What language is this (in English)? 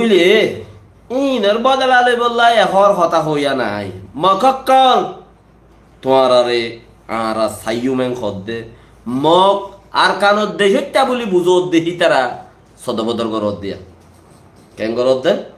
Rohingya